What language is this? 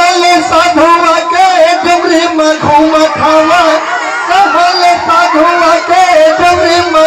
Chhattisgarhi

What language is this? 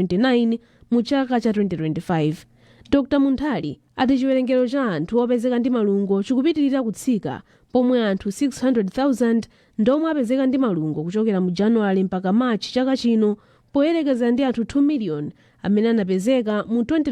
Nyanja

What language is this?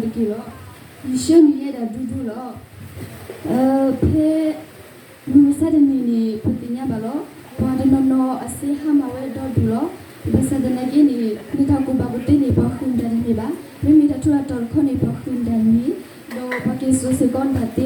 S'gaw Karen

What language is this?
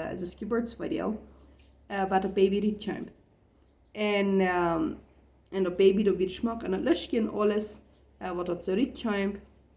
Plautdietsch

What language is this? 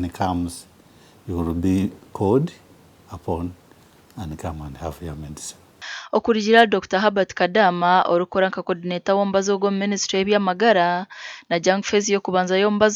Nyankole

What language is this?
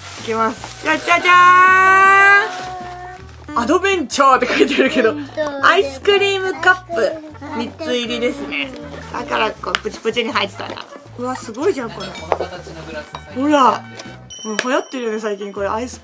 Japanese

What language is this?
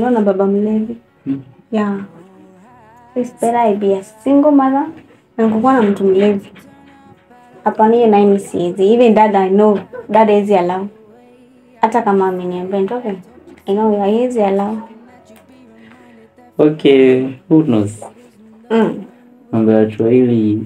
Swahili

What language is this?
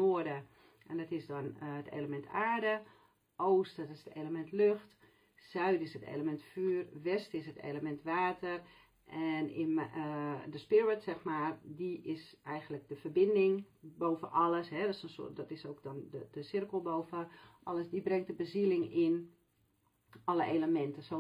Dutch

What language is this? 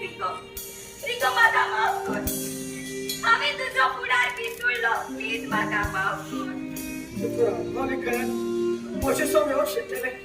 Konkani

